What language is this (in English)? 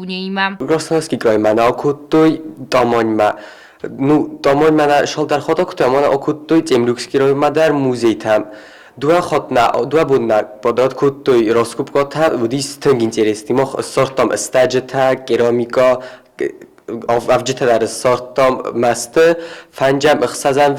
Ossetic